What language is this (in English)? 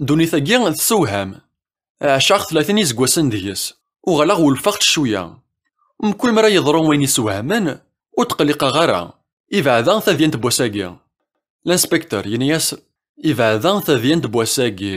Kabyle